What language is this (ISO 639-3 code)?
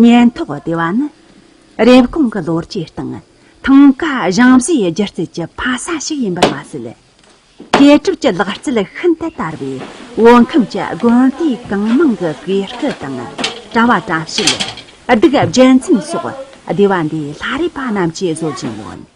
bod